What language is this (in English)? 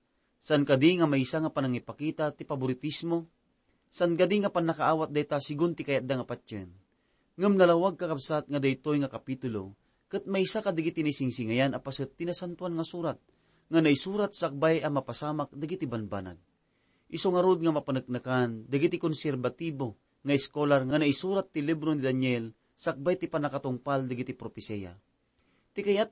Iloko